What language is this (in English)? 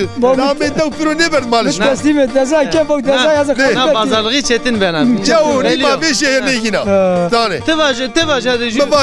Zaza